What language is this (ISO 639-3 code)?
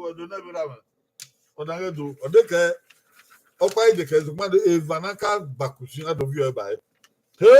bin